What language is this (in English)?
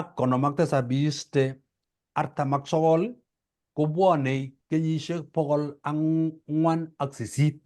Kalenjin